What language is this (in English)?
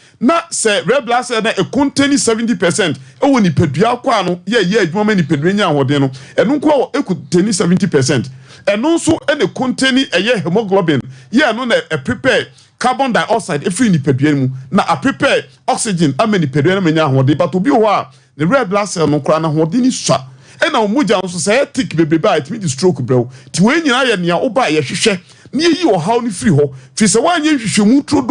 Akan